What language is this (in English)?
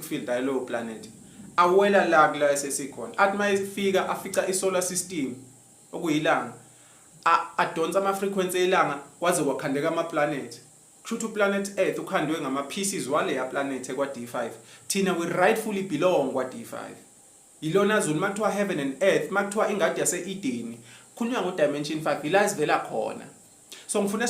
Zulu